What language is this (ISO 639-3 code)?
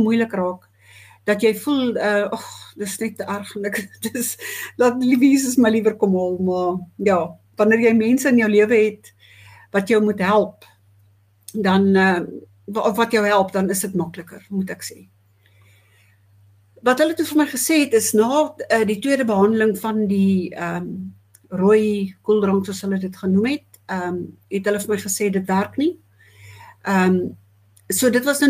afr